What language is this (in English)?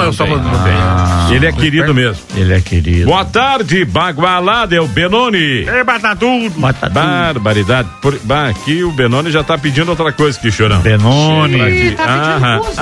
Portuguese